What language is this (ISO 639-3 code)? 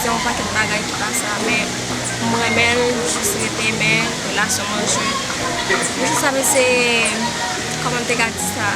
hat